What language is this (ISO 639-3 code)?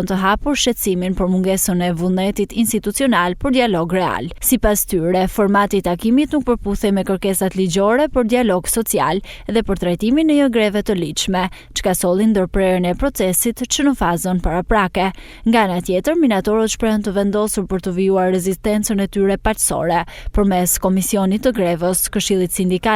sqi